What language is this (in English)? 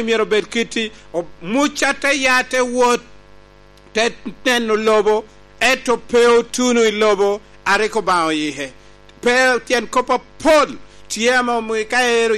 Lango (Uganda)